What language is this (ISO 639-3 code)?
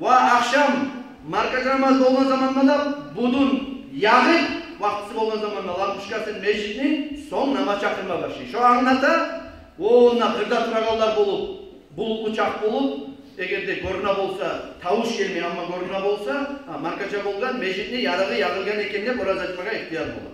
kum